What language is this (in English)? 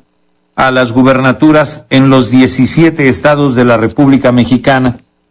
Spanish